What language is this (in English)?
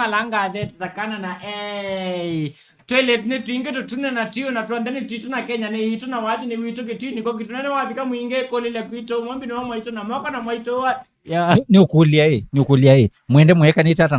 Kamba